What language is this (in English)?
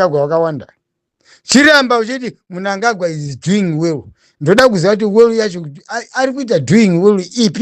Shona